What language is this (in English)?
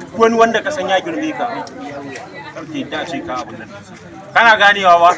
Hausa